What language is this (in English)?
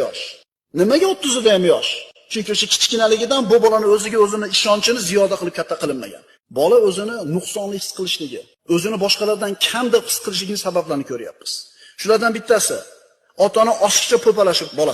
Uzbek